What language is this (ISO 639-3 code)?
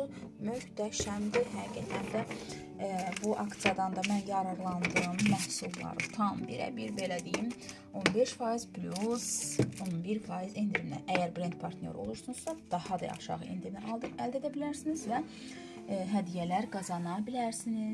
aze